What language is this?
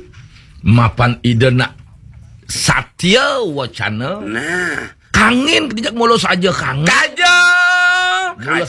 Balinese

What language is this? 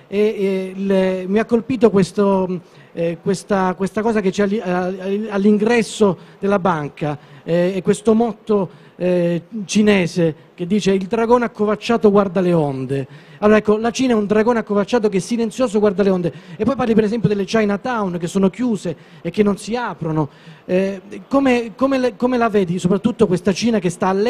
Italian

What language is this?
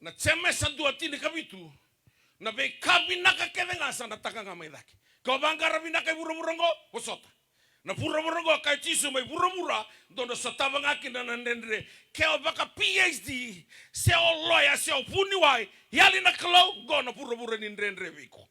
Fijian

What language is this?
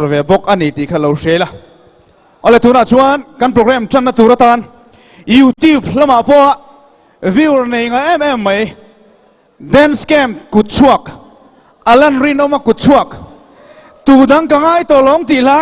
Mizo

